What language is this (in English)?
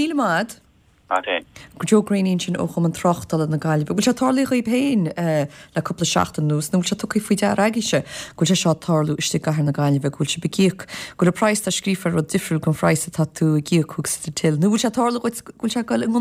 Irish